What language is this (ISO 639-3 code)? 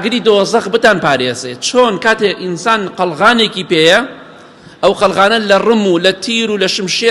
ckb